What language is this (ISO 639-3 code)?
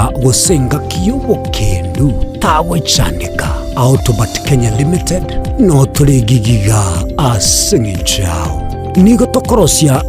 guz